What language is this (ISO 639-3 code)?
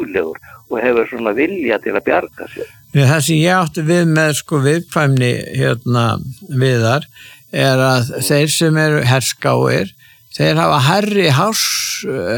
isl